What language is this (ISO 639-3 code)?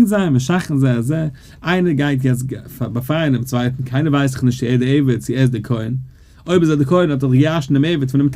yid